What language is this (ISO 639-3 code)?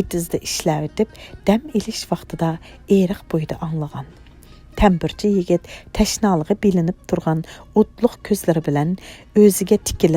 uig